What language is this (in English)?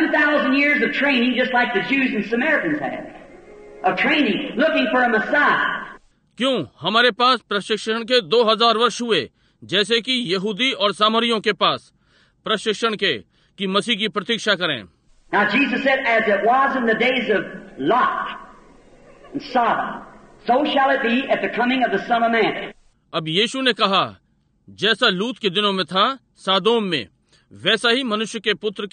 Hindi